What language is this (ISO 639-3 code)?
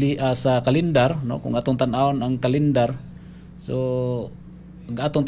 ceb